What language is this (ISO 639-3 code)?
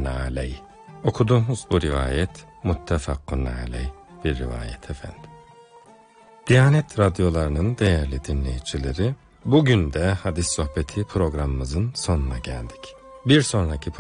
tur